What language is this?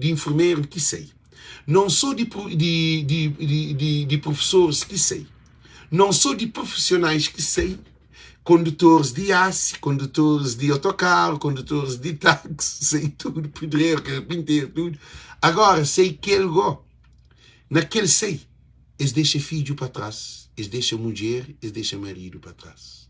Kabuverdianu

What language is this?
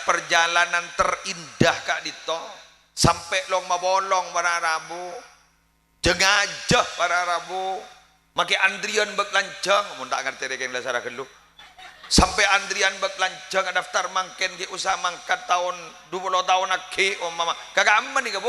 Madurese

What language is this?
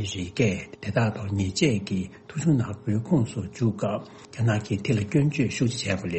Tibetan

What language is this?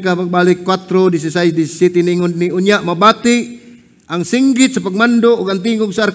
Cebuano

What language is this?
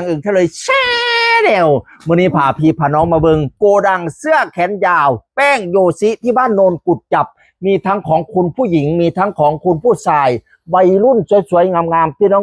Northeastern Thai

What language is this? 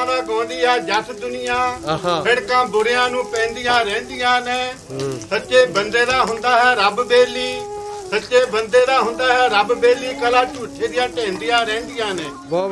Punjabi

